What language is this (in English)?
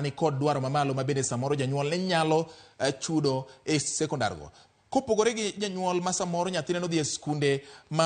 Luo (Kenya and Tanzania)